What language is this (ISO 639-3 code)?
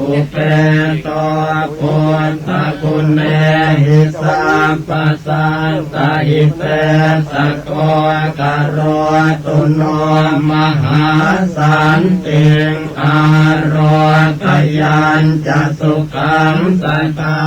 pli